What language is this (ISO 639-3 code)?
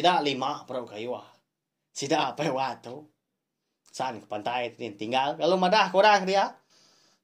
iba